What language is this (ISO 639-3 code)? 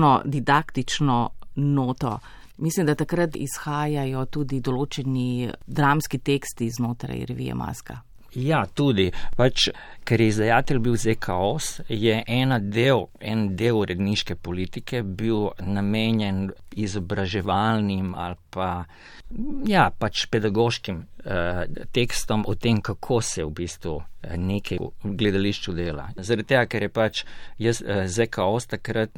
slv